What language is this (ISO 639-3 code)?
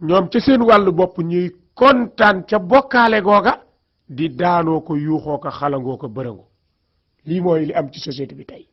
wol